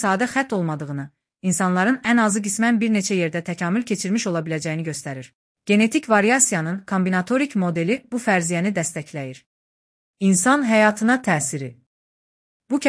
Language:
Azerbaijani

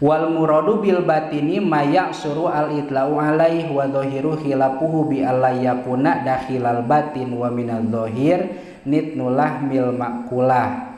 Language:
Sundanese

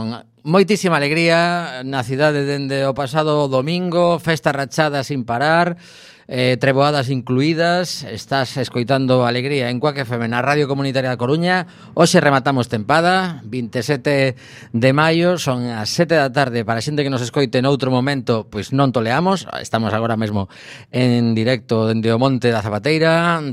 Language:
Galician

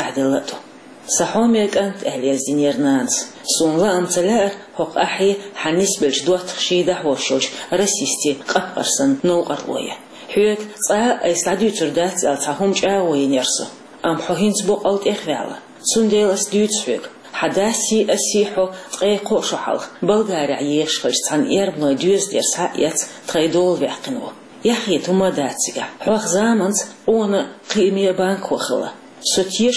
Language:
Chechen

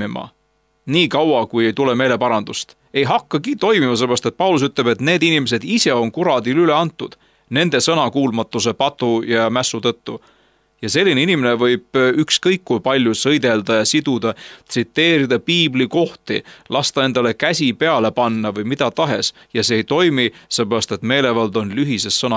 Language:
Estonian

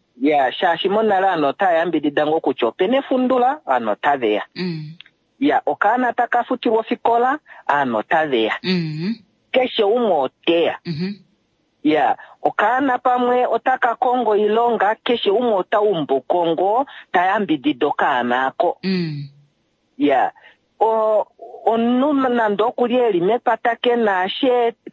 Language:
Kuanyama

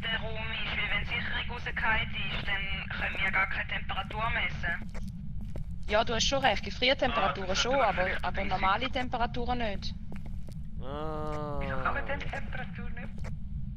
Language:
Swiss German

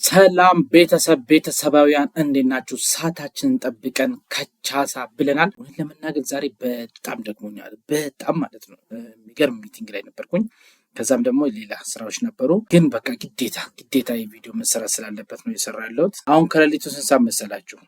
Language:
Amharic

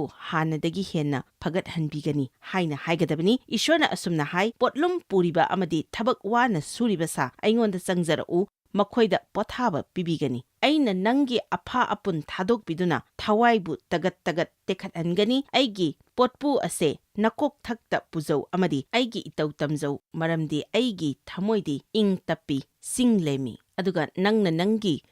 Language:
Manipuri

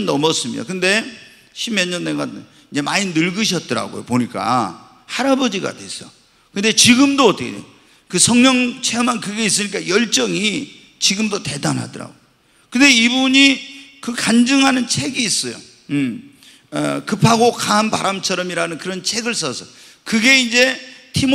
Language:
Korean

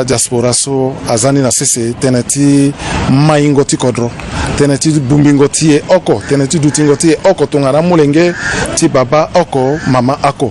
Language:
Sango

